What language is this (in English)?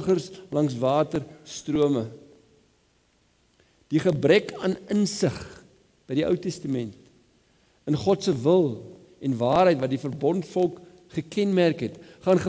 Afrikaans